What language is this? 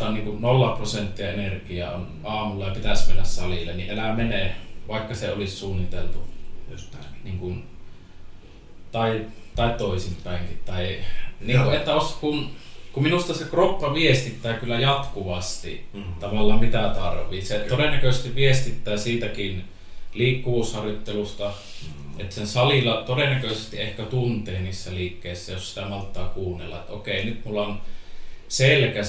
Finnish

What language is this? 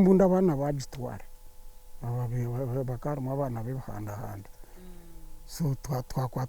Nyankole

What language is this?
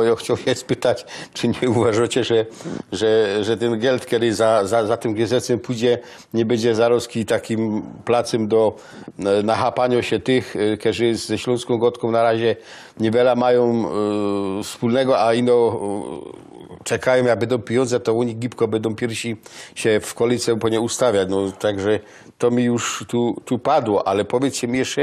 Silesian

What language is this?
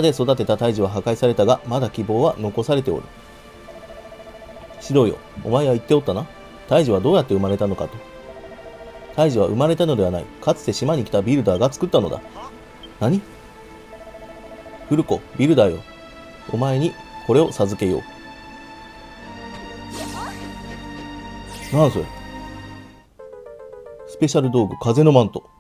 Japanese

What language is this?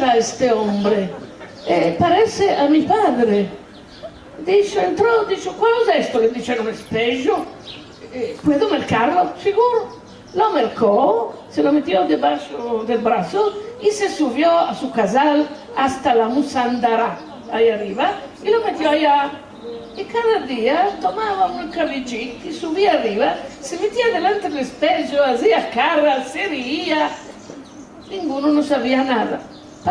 Ladino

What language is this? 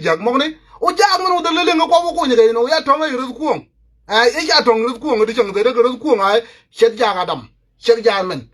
Nuer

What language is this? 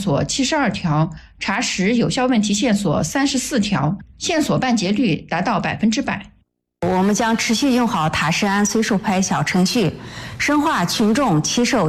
Chinese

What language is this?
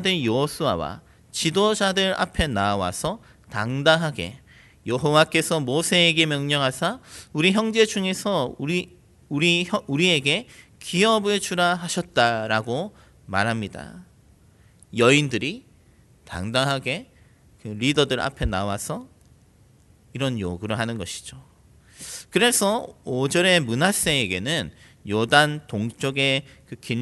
Korean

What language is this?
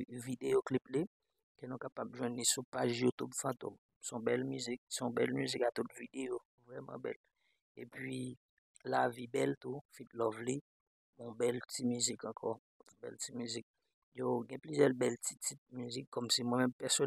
Haitian Creole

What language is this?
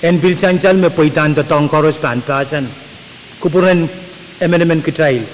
Pohnpeian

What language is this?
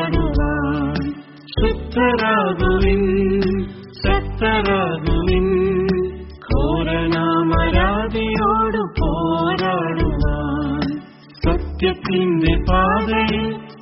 Malayalam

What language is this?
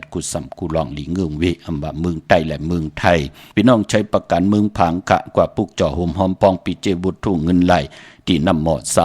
Shan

